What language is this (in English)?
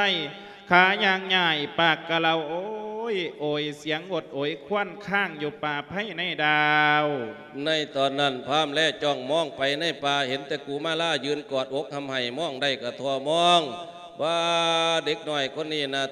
Lao